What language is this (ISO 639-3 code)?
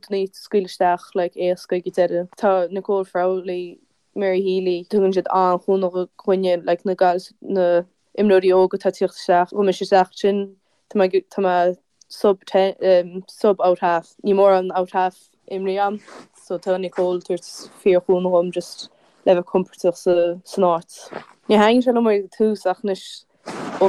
gle